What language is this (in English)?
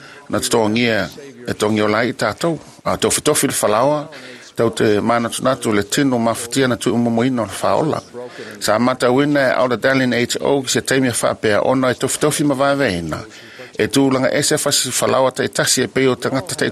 Samoan